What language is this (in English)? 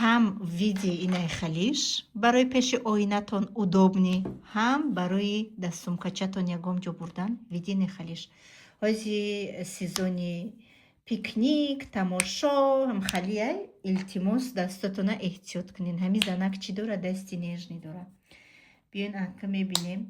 Tajik